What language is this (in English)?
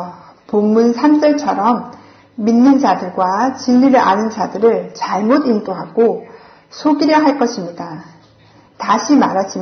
Korean